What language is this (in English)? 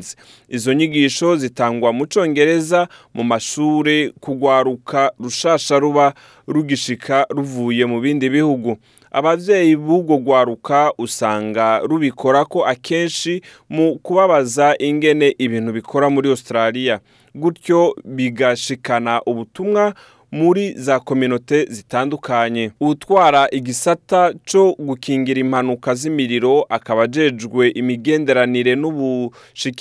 Rundi